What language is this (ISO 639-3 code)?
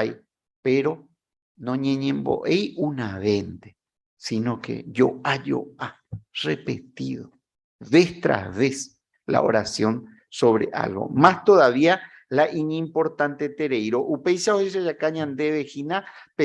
grn